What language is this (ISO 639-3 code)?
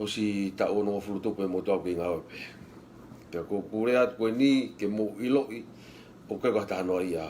ton